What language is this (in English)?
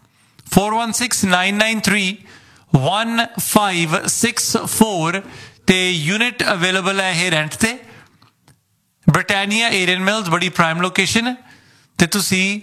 Punjabi